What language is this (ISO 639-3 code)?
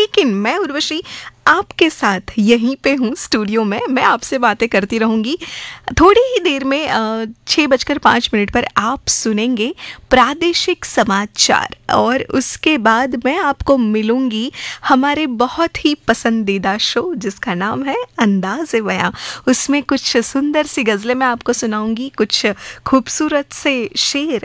hin